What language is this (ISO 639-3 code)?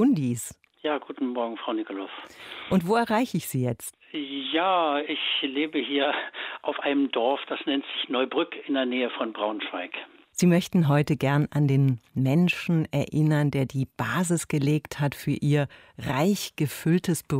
deu